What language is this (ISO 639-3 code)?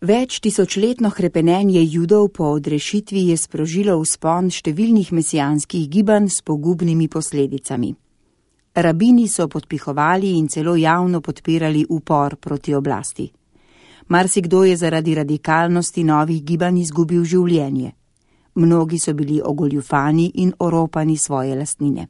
slv